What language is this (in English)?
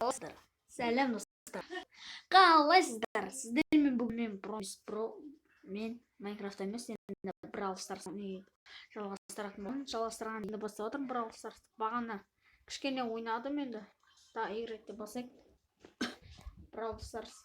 Kazakh